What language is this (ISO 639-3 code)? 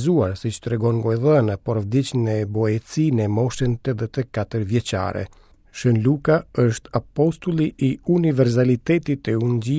sqi